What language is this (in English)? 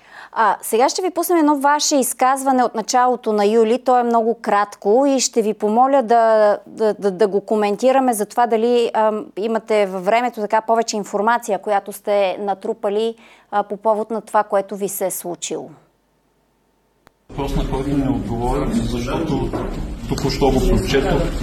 Bulgarian